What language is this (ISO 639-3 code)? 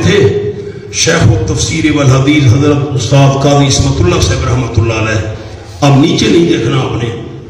urd